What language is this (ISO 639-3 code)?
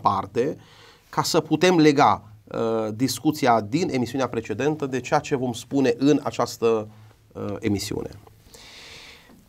ron